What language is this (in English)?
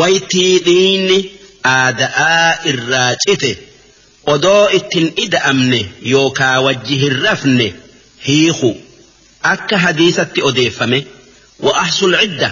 Oromo